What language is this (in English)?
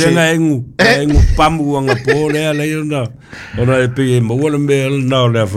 Samoan